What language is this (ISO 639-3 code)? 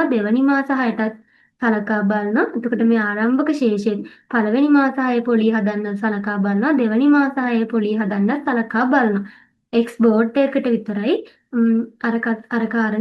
sin